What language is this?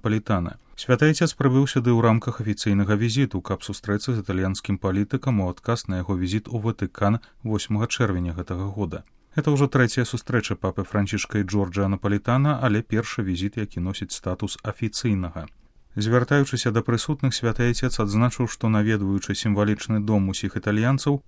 Belarusian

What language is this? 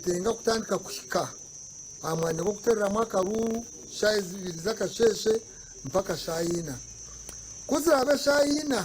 Nyankole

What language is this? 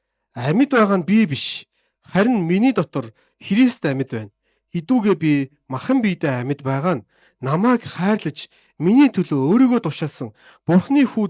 Mongolian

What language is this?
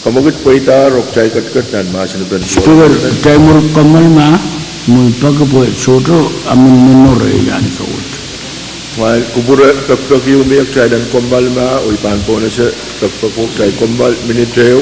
Pohnpeian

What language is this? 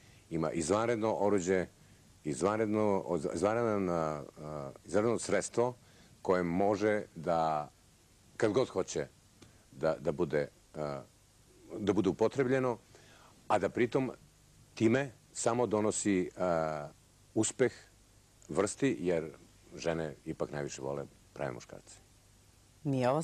Serbian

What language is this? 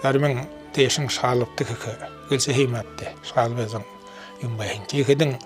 Buriat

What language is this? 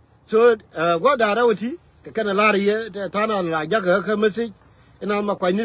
Nuer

